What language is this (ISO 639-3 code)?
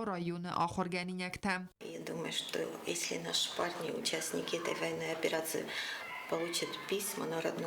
oss